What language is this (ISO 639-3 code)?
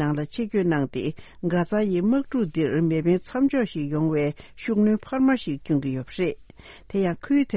bod